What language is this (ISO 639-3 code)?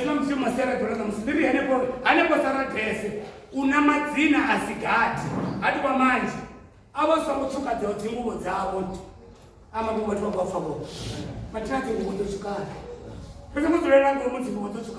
ven